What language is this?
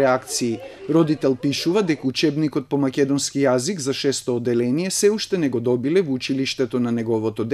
Macedonian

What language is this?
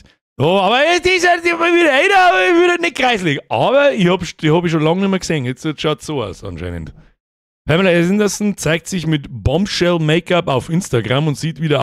Bavarian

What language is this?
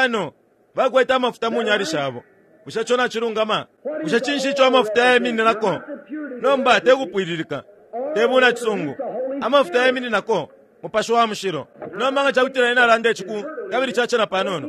Bemba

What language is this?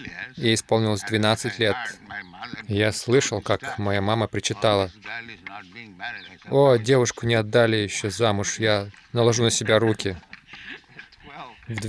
Russian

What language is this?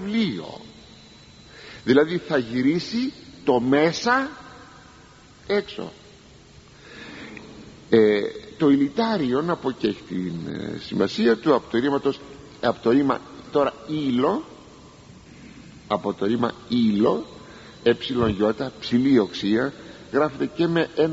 Greek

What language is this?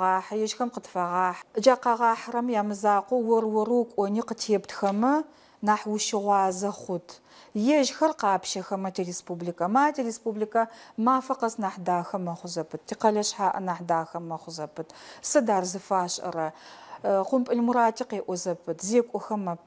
Adyghe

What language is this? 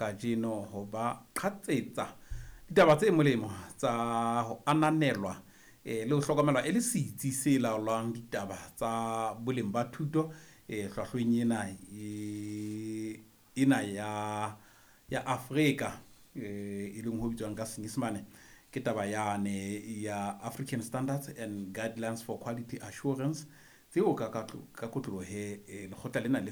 Southern Sotho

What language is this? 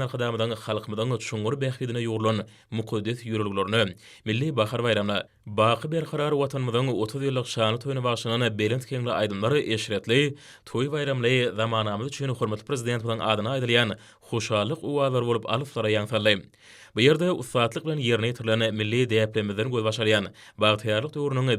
Turkmen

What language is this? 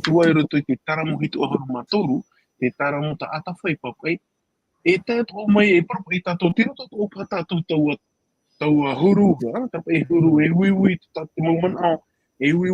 Tahitian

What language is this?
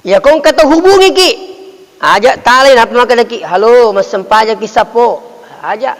Buginese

